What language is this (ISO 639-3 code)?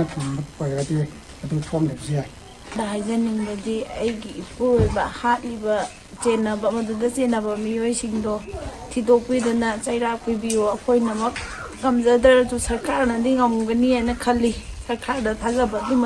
mni